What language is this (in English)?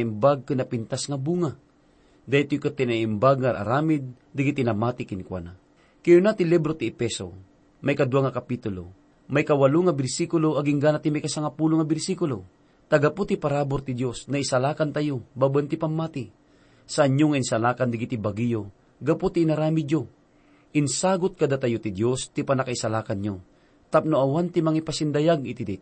Iloko